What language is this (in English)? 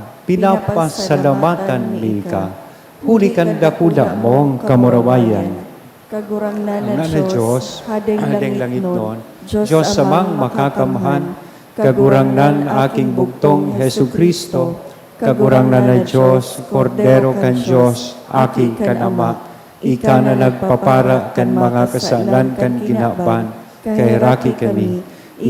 Bikol